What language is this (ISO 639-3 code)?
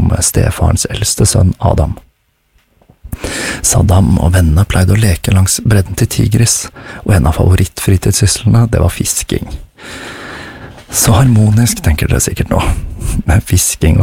nor